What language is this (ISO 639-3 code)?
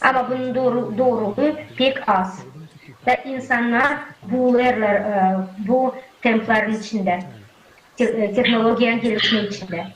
gag